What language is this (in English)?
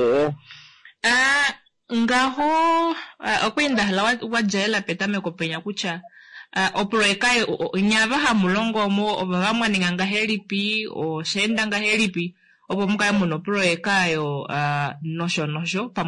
Kuanyama